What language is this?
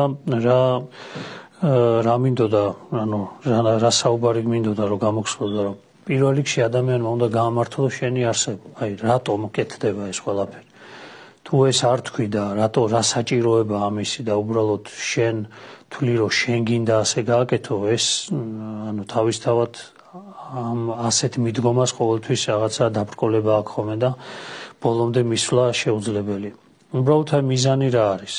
Georgian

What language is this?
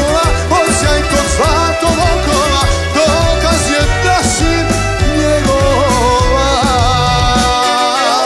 Bosnian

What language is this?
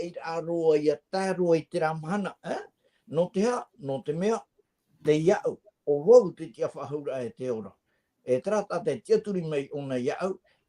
Tahitian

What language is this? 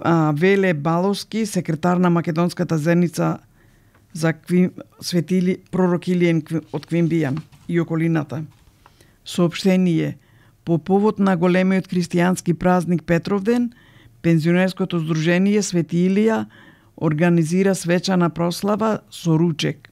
Macedonian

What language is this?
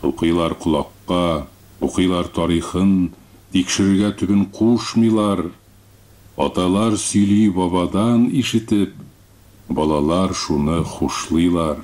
Tatar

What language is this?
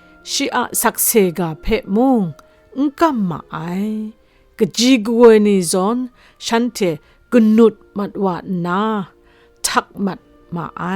Kachin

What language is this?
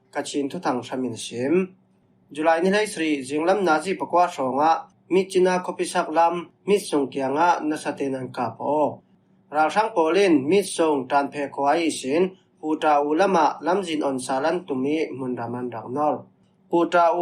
Falam Chin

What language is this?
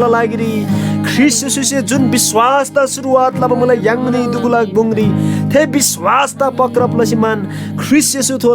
Eastern Tamang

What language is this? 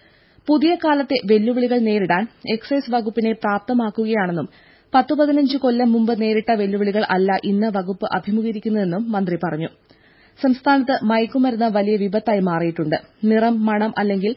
Malayalam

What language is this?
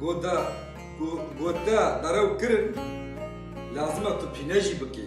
Kurdish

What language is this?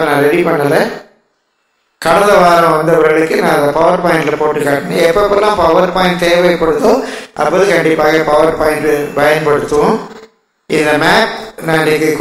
Tamil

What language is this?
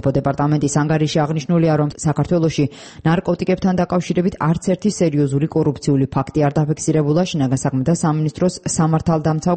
Georgian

